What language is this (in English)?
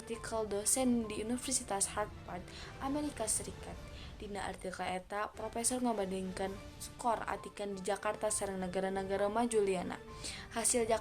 Sundanese